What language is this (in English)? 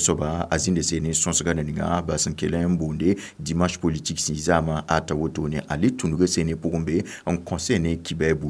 Mossi